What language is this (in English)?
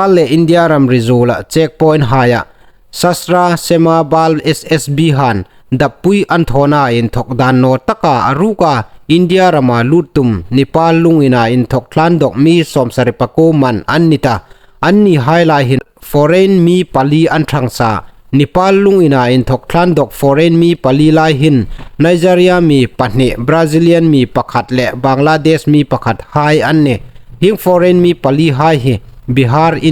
Hmar